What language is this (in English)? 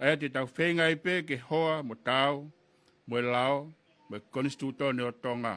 Tongan